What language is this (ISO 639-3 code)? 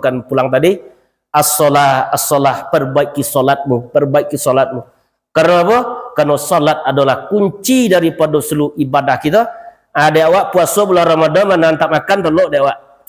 min